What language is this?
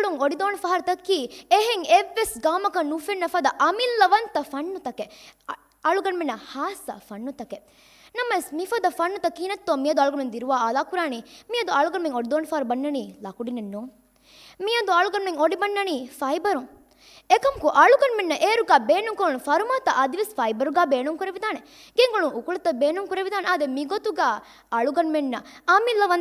Divehi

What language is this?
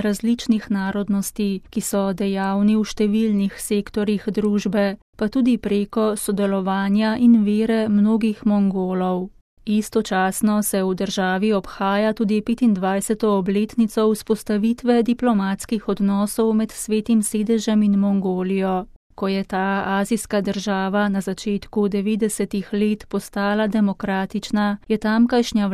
Slovenian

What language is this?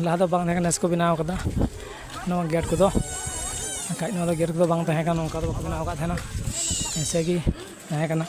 Santali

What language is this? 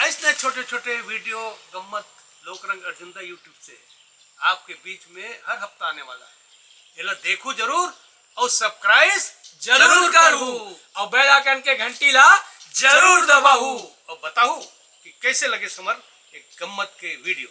Chhattisgarhi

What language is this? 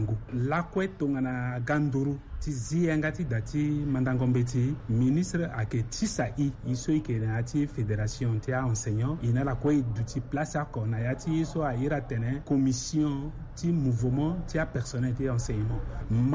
Sango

